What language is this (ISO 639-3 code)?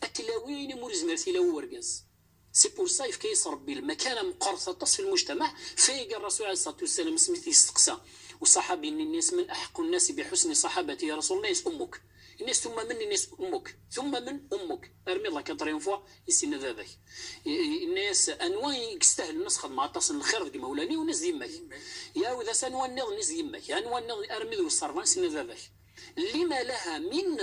kab